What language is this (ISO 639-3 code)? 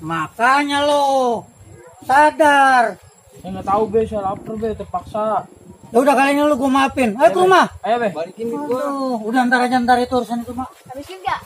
bew